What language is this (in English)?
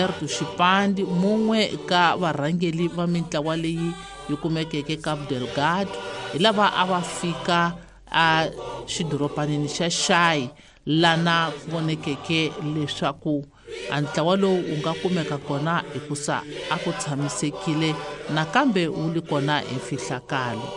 Tsonga